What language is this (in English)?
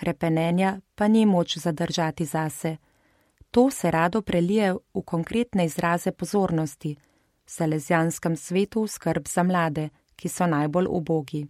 Slovenian